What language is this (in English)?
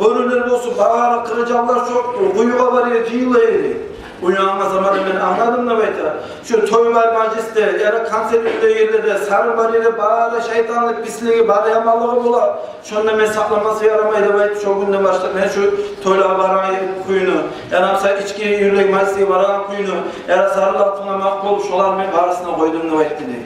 Kumyk